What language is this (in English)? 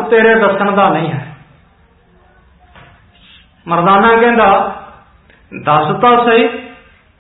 Punjabi